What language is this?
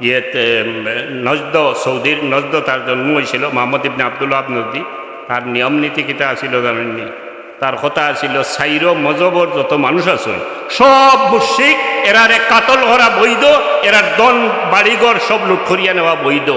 Sylheti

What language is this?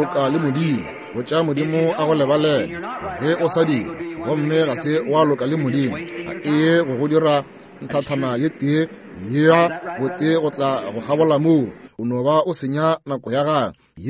Northern Sotho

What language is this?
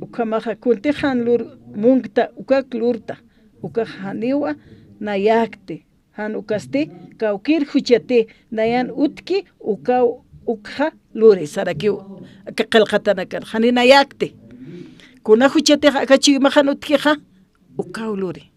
Aymara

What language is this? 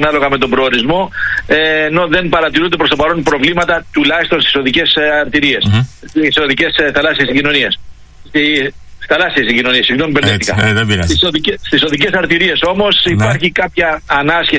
Greek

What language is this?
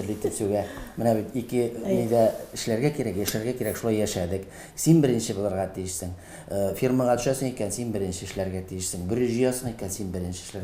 Tatar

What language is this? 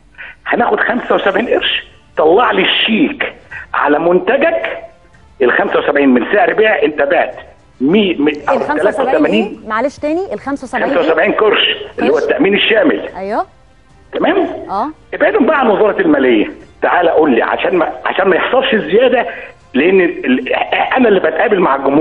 Egyptian Arabic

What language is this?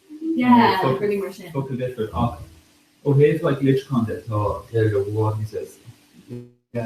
Irish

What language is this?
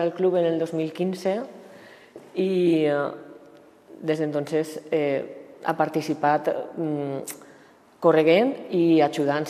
Catalan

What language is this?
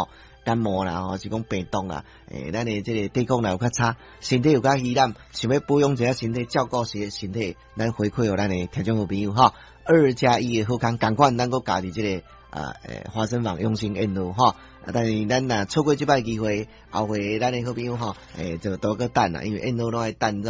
Min Nan Chinese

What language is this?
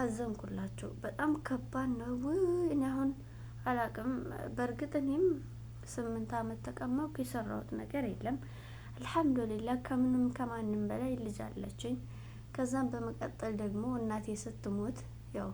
Amharic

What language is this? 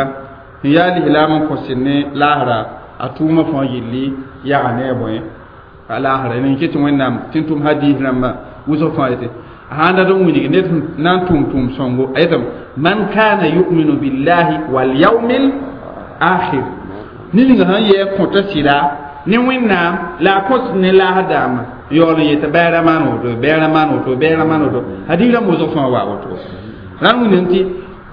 Mossi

